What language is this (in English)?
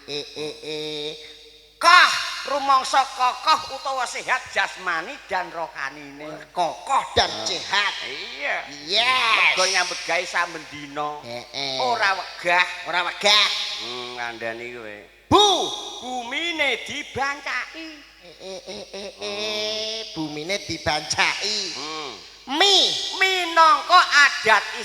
Javanese